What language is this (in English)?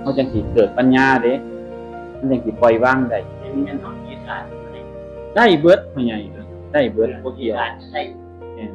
Northeastern Thai